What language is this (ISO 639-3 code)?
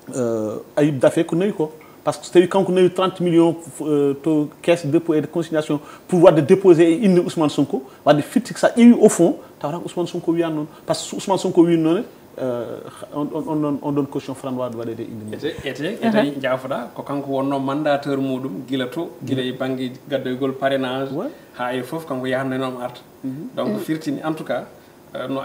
ful